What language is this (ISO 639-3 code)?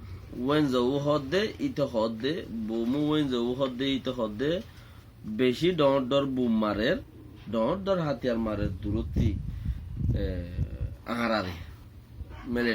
rhg